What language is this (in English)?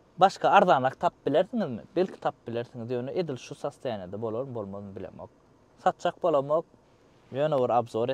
Turkmen